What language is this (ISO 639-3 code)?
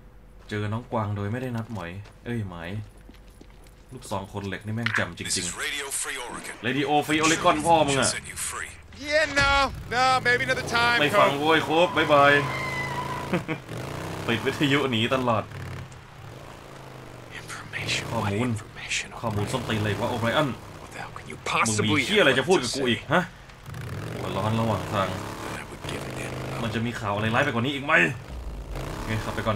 tha